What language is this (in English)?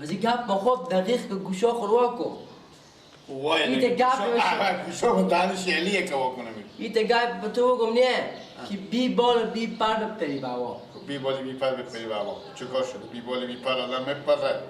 Persian